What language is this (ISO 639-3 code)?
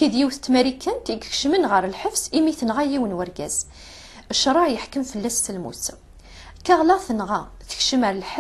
kab